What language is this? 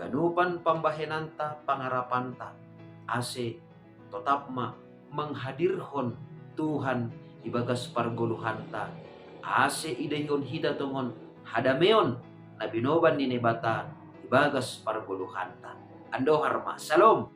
Batak Simalungun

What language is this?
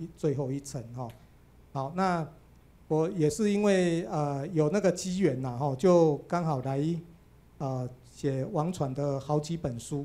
Chinese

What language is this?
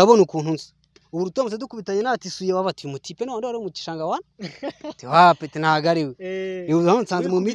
Kinyarwanda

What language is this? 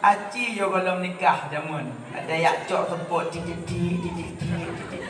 Achinese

